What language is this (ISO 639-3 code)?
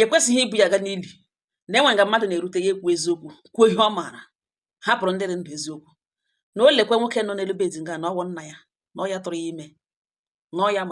ibo